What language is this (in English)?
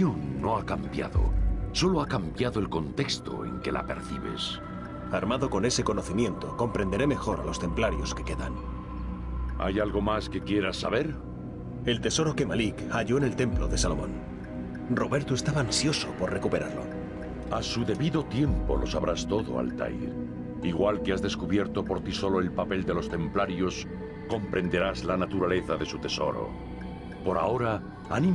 Spanish